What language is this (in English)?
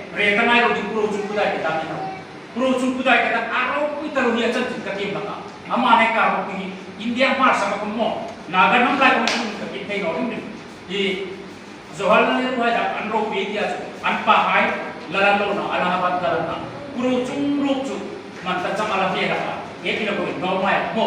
Hmar